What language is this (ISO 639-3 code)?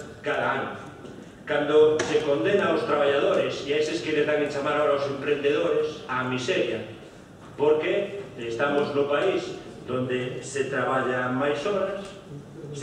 glg